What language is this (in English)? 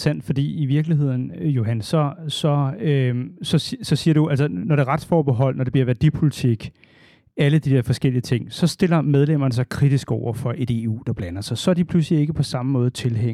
Danish